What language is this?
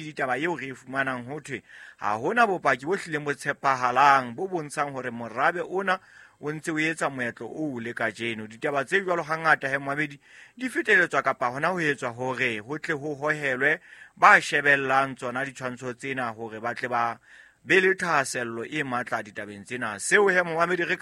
Southern Sotho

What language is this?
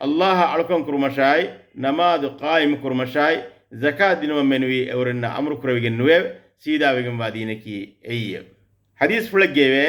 Divehi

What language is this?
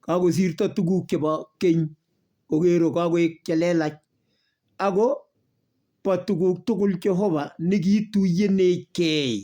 Kalenjin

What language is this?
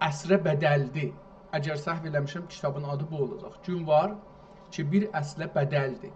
South Azerbaijani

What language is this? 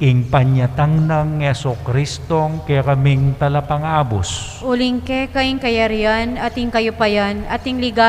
Pampanga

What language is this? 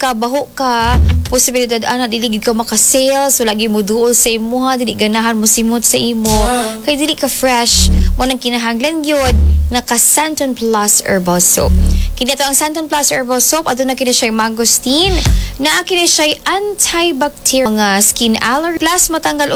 Cebuano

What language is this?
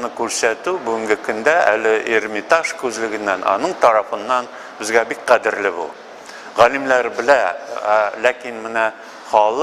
Tatar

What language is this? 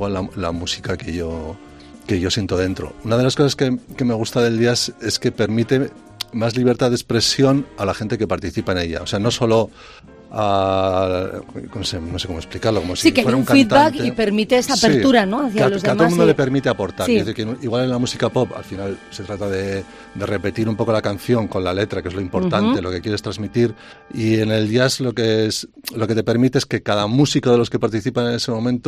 Spanish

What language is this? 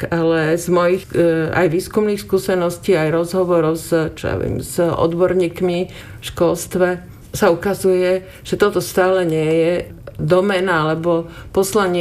Slovak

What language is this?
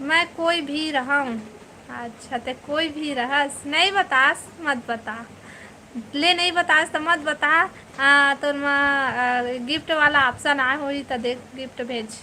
Chhattisgarhi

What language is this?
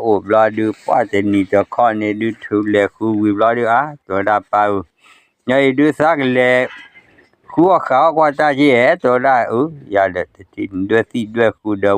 S'gaw Karen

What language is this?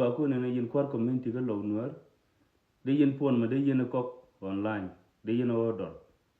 Nuer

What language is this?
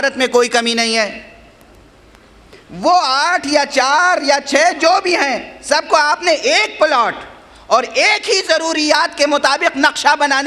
Urdu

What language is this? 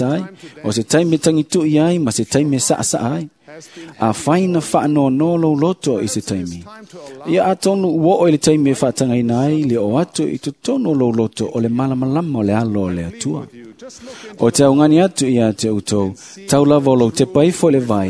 Samoan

